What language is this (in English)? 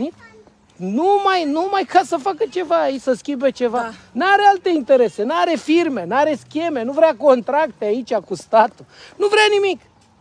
Romanian